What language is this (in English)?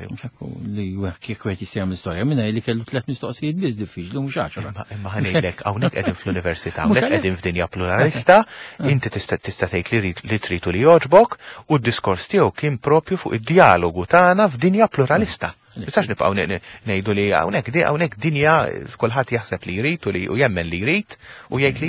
Maltese